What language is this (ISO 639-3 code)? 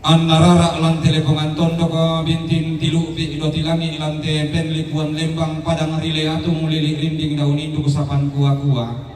sda